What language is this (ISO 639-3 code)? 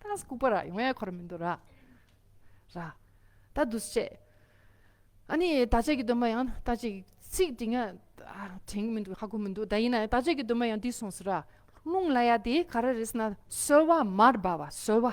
bod